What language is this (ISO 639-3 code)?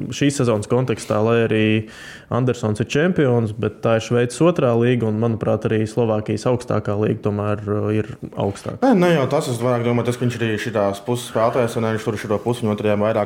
lav